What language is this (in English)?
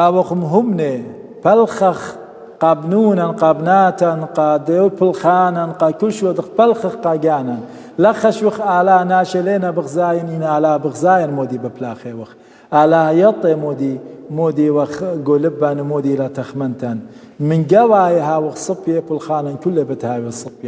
Assyrian Neo-Aramaic